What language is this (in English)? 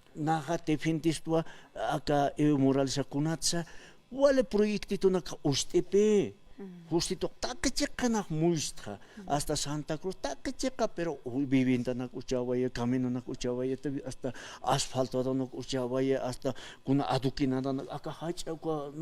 Aymara